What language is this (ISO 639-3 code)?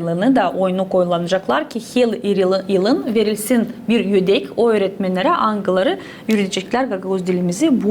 gag